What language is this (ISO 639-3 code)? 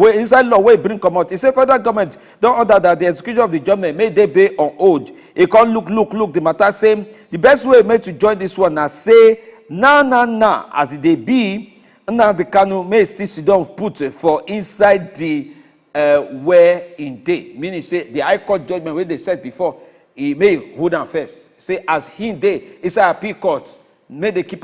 pcm